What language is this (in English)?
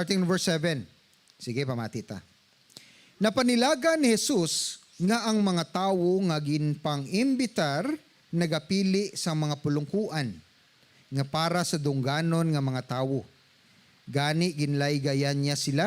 Hiligaynon